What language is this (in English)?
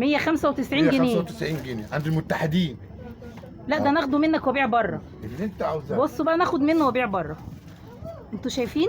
Egyptian Arabic